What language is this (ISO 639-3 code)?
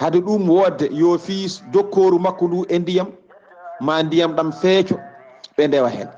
ful